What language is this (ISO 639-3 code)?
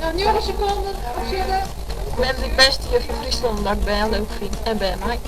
fry